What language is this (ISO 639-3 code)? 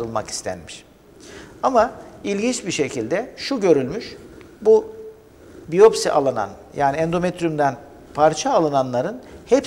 tur